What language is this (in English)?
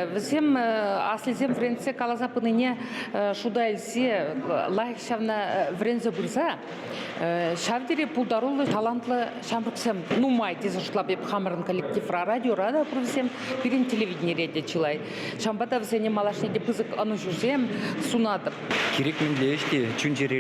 Chuvash